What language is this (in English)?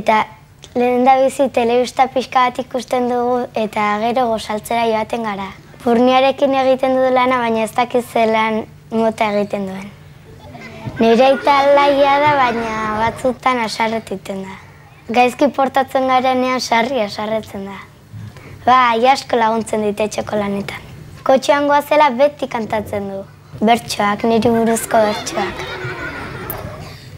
Basque